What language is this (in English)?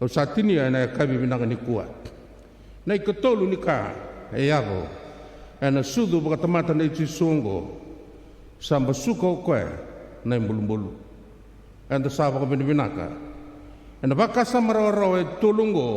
Fijian